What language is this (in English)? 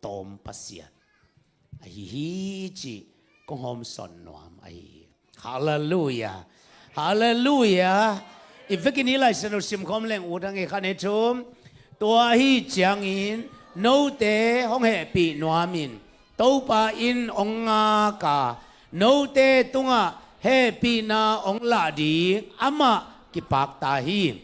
Tedim Chin